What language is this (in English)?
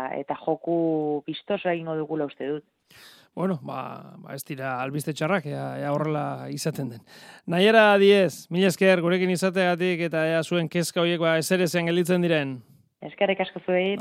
Basque